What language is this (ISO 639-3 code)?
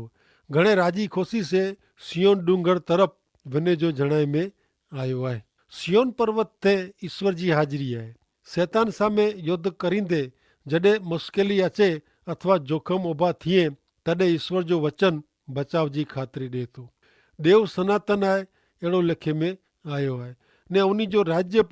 kfr